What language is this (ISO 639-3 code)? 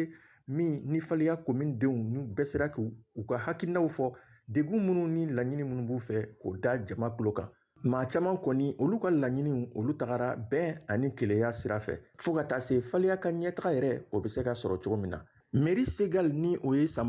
bam